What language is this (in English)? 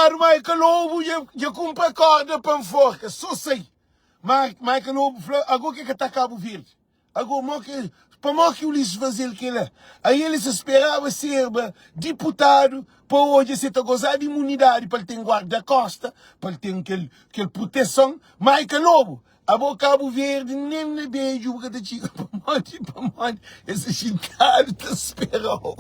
Kabuverdianu